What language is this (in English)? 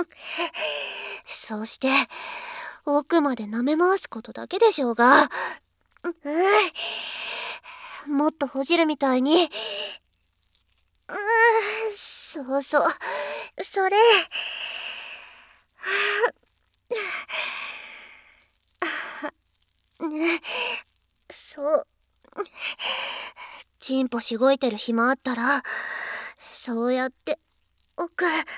Japanese